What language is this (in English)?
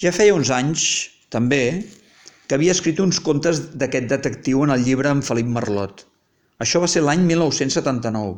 Catalan